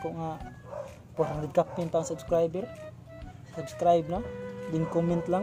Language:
Cebuano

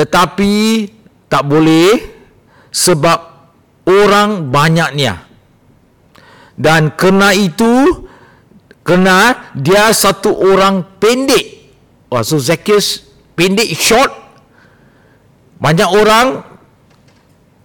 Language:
Malay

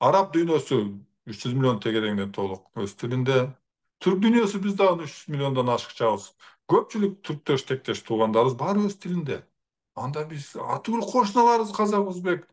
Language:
Kyrgyz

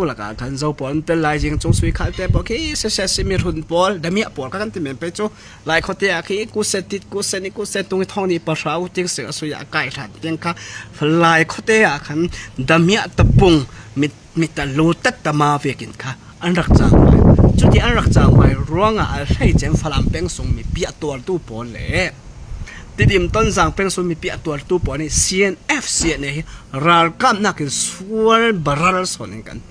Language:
Falam Chin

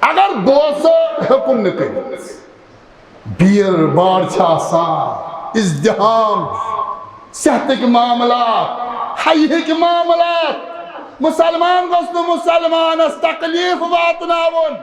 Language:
Kashmiri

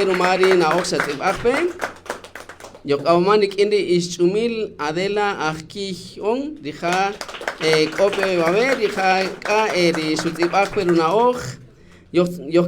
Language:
Kaqchikel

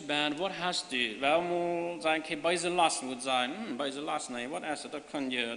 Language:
Plautdietsch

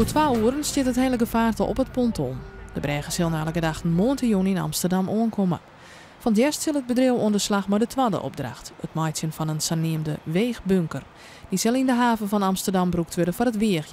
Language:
Western Frisian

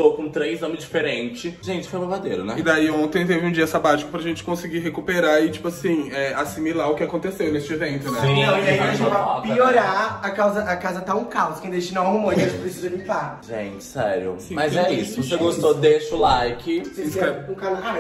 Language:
Portuguese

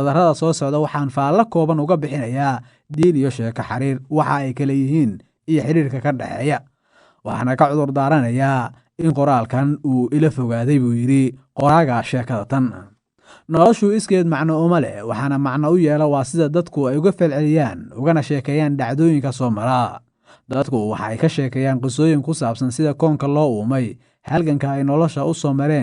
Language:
Somali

